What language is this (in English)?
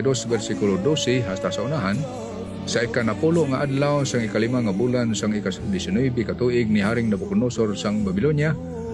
Hiligaynon